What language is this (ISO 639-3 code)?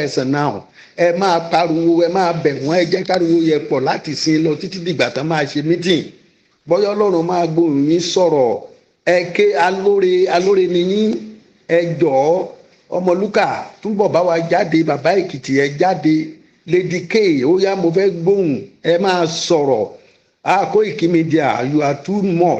yor